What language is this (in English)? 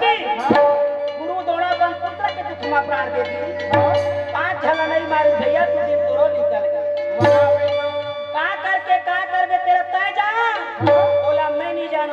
Chhattisgarhi